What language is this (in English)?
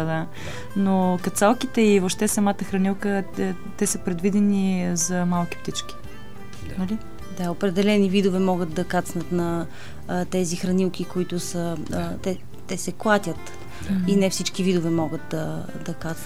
Bulgarian